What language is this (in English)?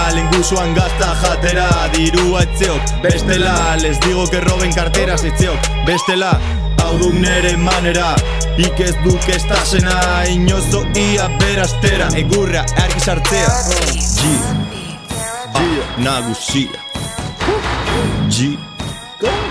Basque